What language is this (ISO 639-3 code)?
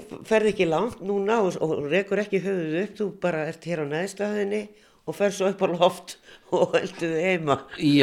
isl